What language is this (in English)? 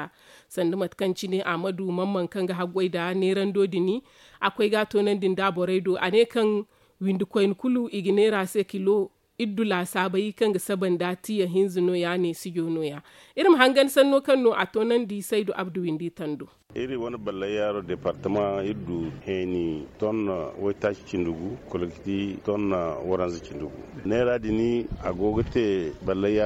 Zarma